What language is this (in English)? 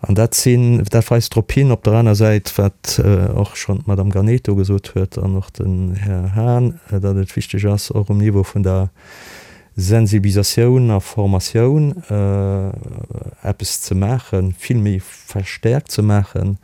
Luxembourgish